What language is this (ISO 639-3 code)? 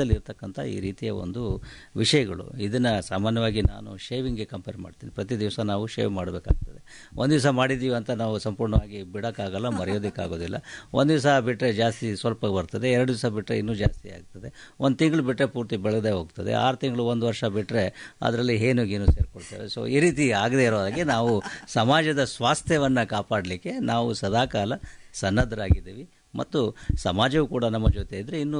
kan